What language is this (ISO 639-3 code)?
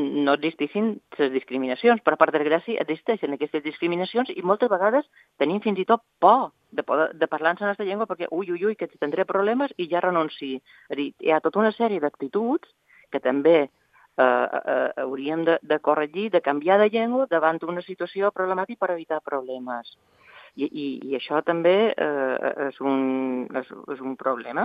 cat